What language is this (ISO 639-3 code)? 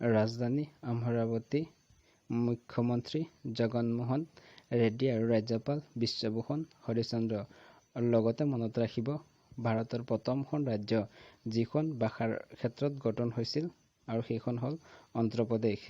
asm